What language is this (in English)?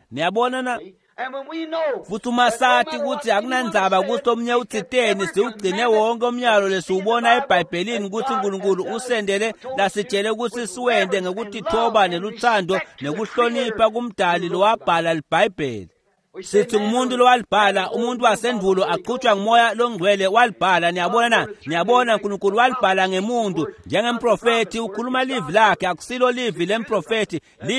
Swati